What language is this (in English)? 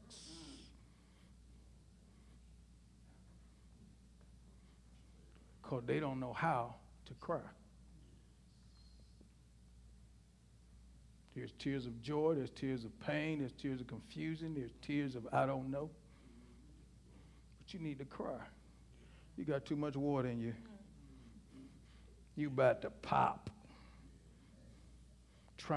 English